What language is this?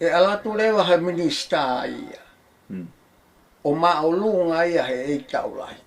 Tongan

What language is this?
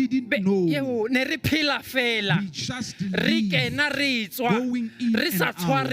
Southern Sotho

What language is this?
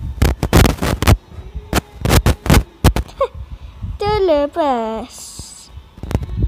Malay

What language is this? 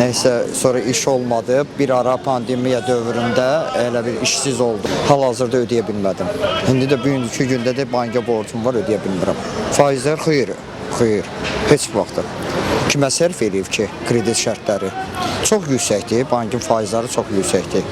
Azerbaijani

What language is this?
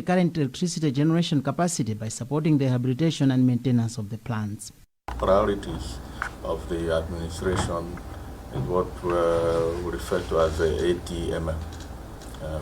English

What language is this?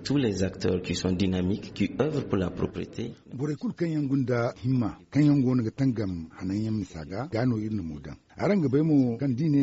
Zarma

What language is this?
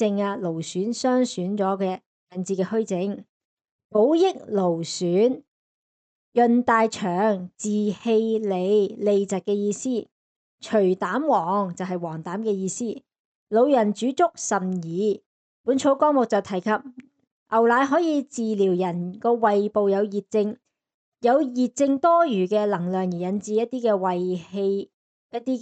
Cantonese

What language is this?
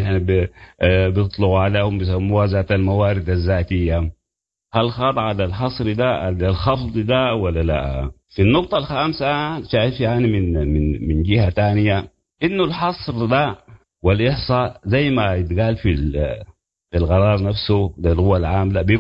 Sudanese Arabic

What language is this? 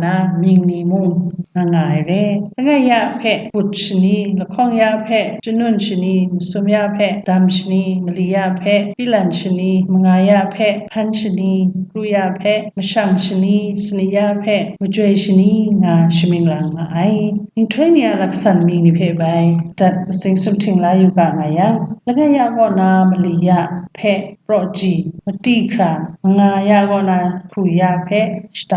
Kachin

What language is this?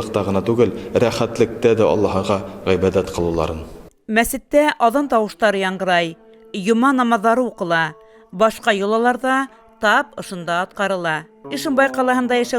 Bashkir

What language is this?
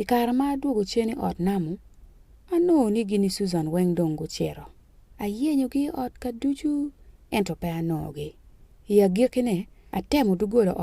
Acoli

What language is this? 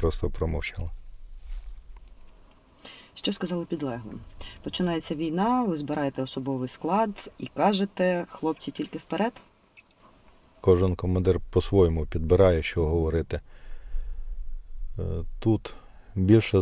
Ukrainian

